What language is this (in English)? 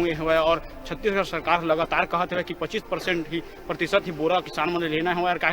Chhattisgarhi